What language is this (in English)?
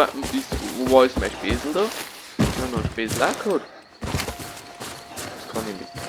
Bavarian